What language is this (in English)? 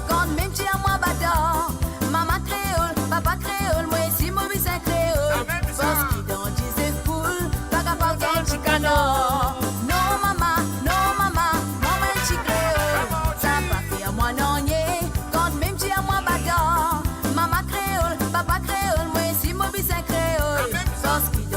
Morisyen